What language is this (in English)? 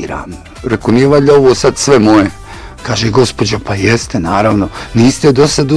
Bosnian